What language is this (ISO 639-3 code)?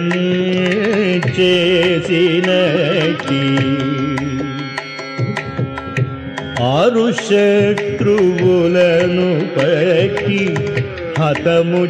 tel